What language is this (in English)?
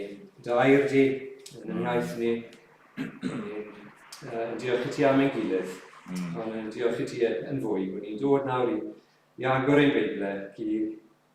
Welsh